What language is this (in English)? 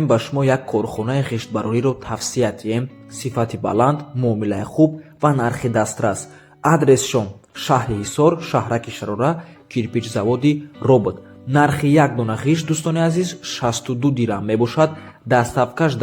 Tajik